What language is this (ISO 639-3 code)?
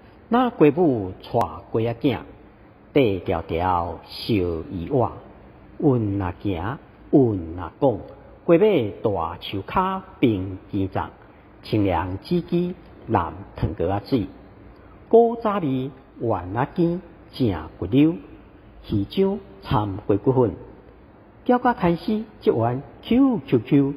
nan